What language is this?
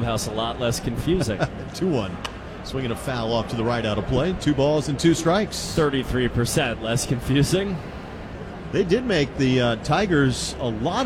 English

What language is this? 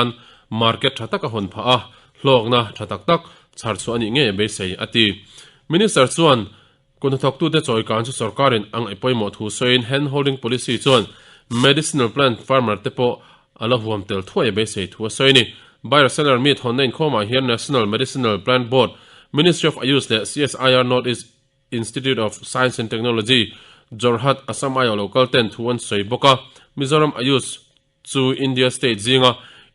Mizo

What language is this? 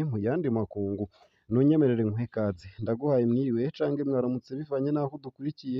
Rundi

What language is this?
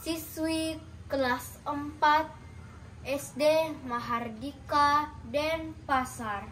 Balinese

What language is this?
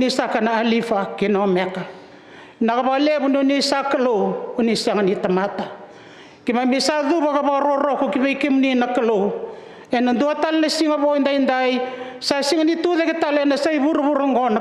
Fijian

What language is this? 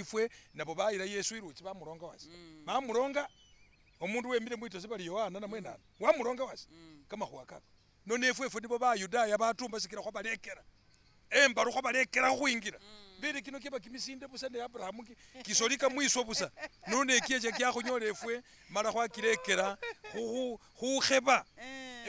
Masaaba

